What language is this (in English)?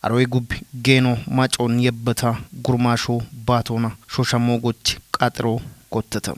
Kafa